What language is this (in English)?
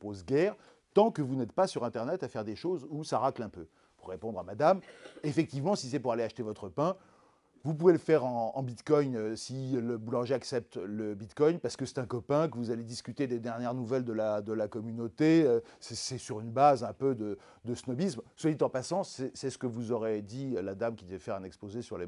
French